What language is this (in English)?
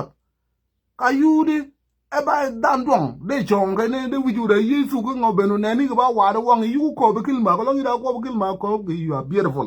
Nuer